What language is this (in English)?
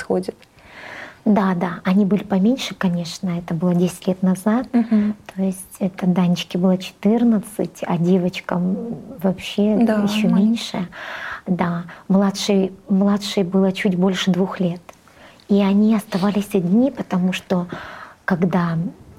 Russian